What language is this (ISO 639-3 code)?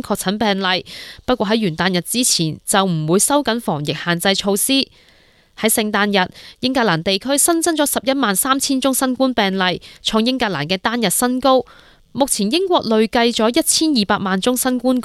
yue